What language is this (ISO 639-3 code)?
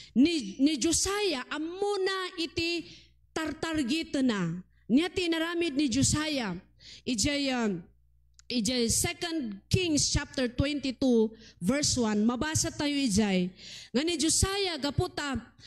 ilo